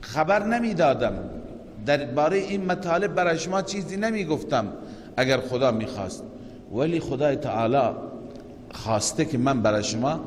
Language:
Persian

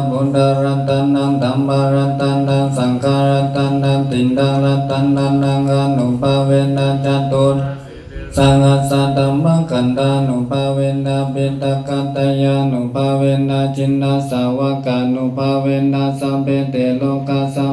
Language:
Pali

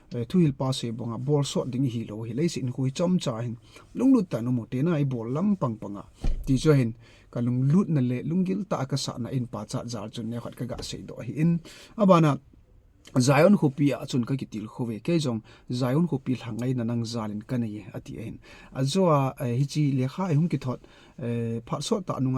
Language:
Thado Chin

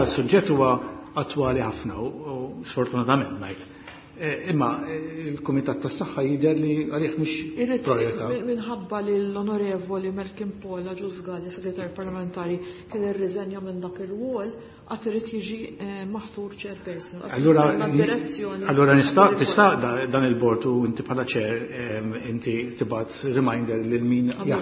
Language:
Maltese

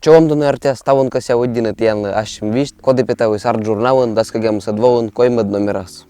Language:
Komi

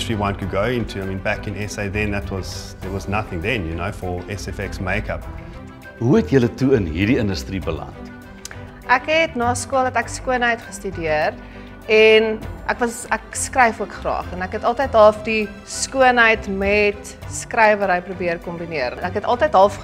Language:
Afrikaans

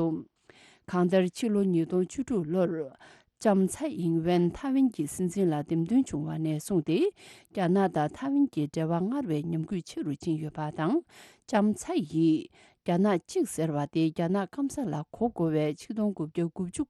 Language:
Tibetan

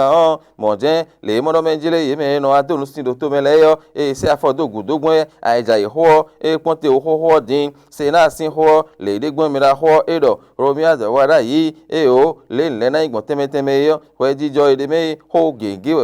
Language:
Fon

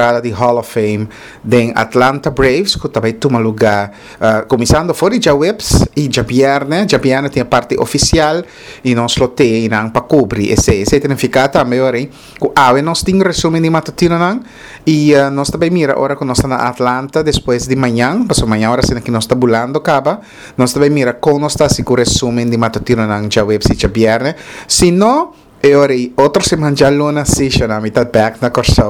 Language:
Papiamento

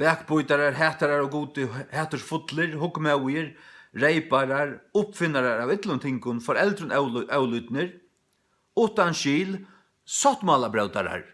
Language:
Faroese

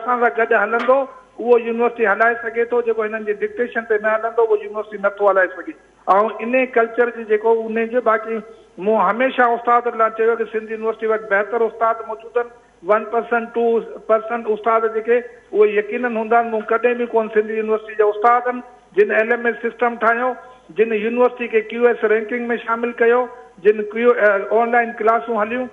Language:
Sindhi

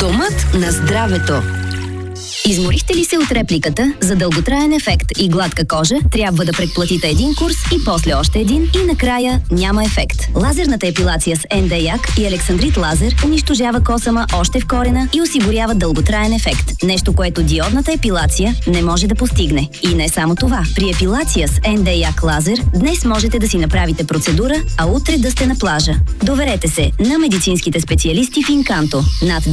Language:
Bulgarian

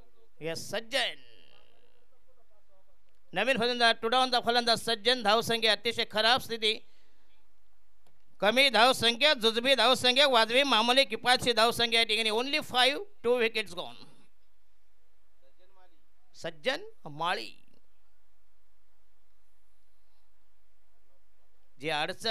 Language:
Marathi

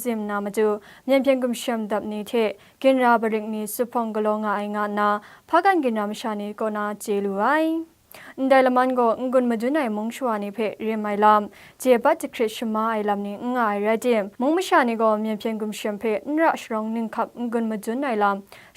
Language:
Kachin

